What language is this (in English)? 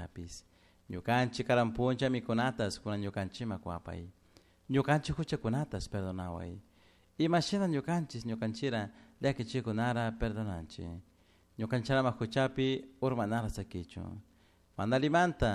Chimborazo Highland Quichua